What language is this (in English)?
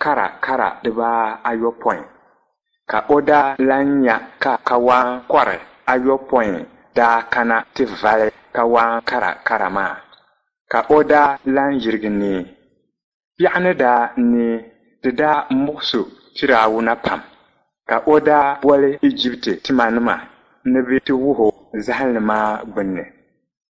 Dagbani